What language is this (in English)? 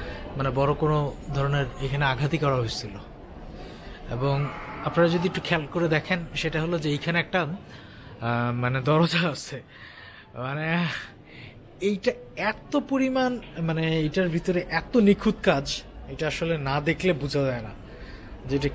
Bangla